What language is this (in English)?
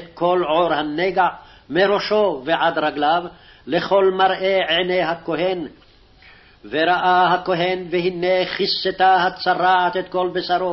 Hebrew